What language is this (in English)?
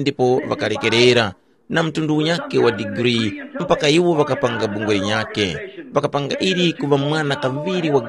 Tumbuka